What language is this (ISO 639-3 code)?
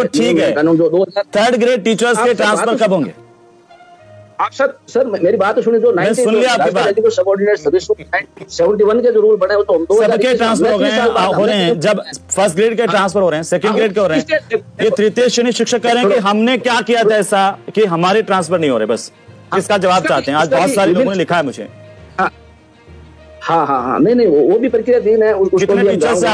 hin